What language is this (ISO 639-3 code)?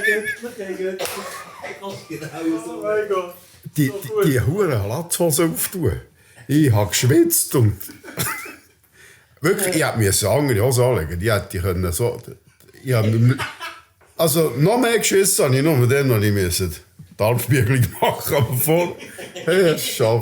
gsw